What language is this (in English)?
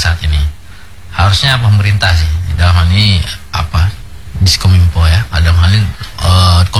Indonesian